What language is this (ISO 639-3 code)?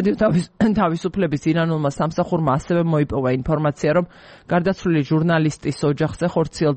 kat